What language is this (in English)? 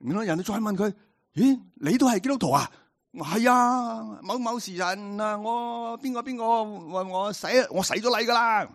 Cantonese